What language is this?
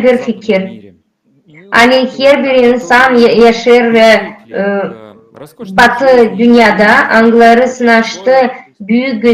Gagauz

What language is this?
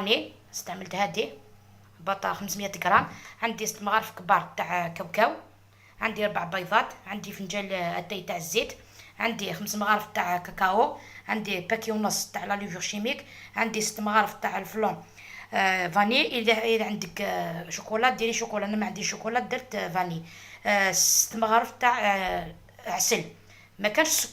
Algerian Arabic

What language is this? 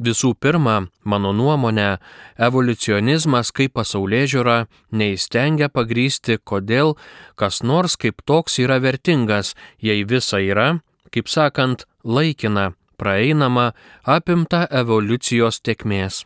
Lithuanian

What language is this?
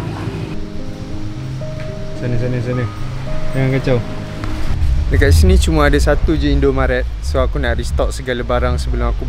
Malay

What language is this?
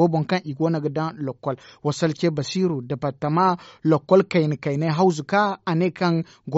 Zarma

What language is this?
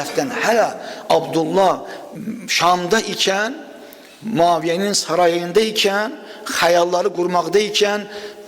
Azerbaijani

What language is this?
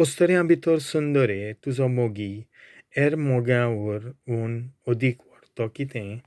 Konkani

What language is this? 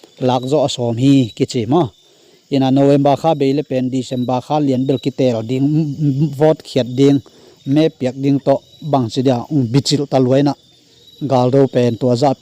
Tedim Chin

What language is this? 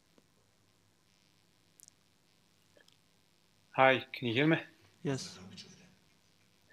Croatian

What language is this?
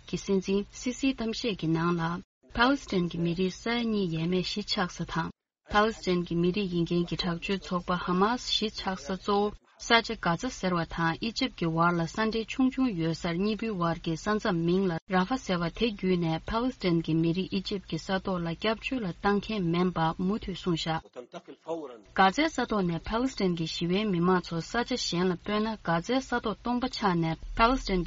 Tibetan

